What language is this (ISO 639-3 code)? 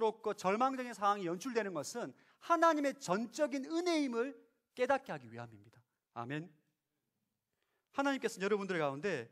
kor